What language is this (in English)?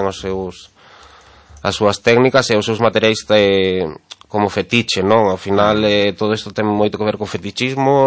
Galician